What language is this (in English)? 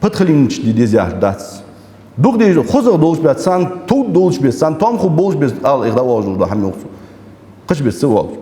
Ingush